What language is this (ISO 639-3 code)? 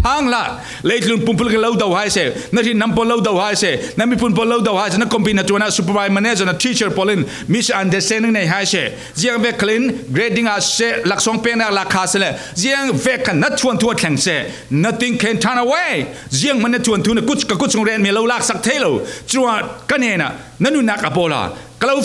cfm